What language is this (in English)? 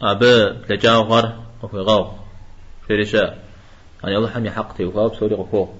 Kabardian